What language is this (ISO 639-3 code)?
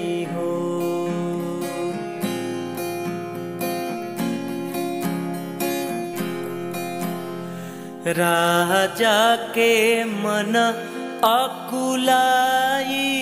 bho